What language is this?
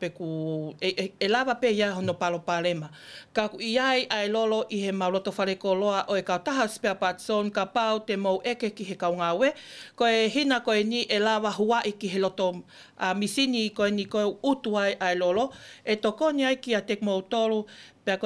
Tongan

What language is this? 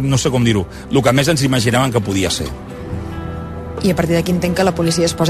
Catalan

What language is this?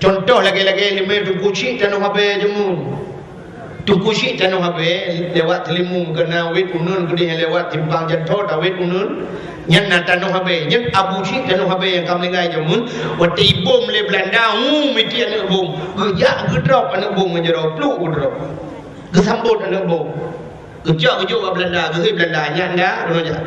Achinese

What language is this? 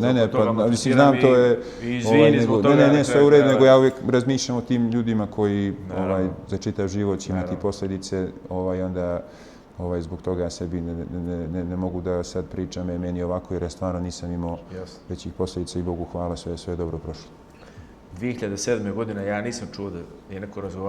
Bosnian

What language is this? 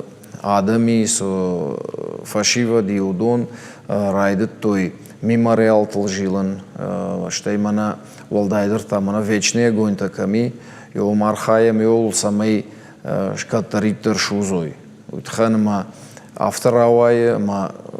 Ossetic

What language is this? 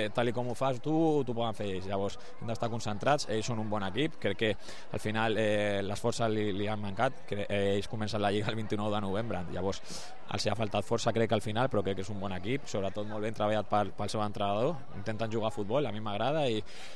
Catalan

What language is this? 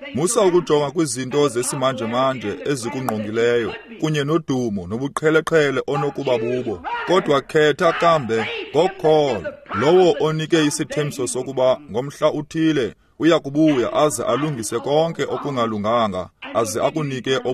Xhosa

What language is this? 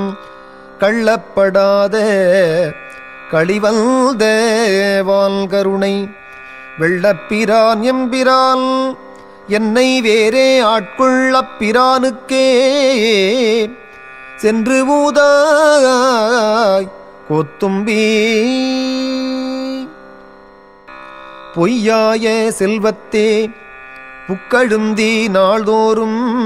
Tamil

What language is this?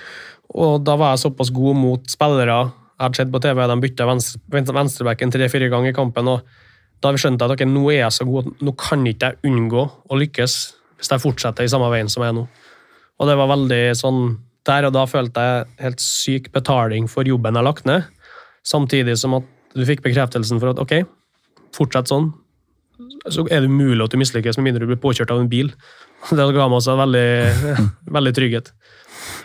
Norwegian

